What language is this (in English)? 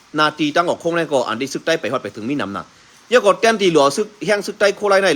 Shan